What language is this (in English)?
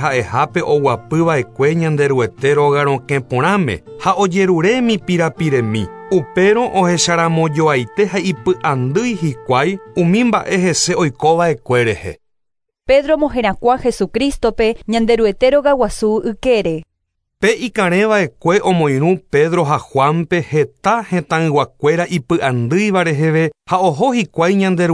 Guarani